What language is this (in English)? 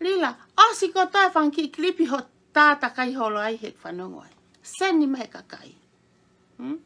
Tongan